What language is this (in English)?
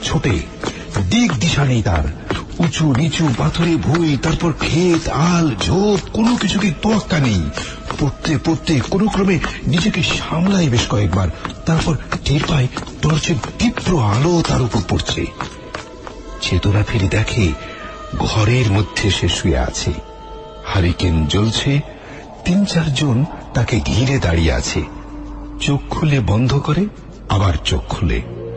Bangla